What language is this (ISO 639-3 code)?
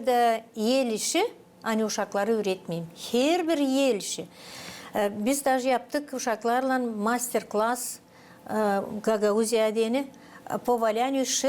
gag